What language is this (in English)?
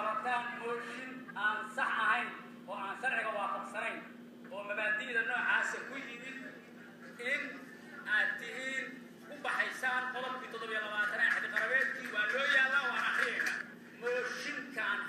Somali